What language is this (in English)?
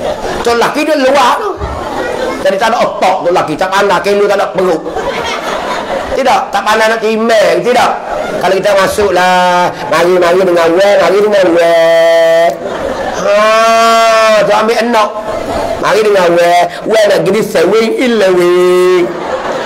Pattani Malay